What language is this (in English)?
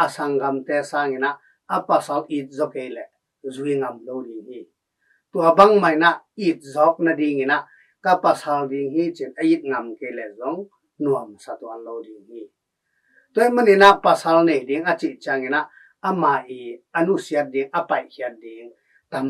Tedim Chin